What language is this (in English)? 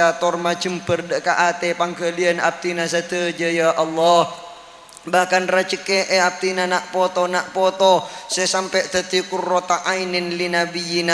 Madurese